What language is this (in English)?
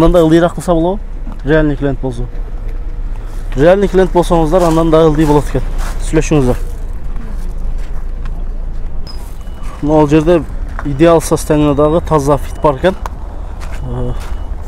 Kyrgyz